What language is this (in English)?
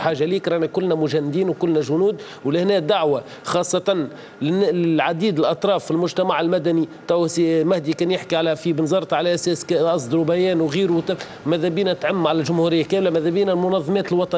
Tunisian Arabic